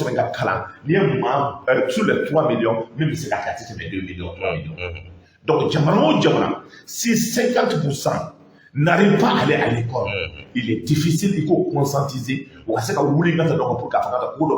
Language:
Bambara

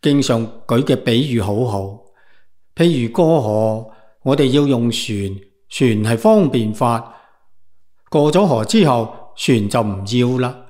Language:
Cantonese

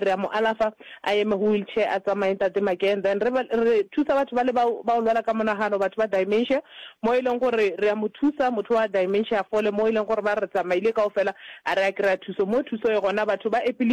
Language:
Northern Sotho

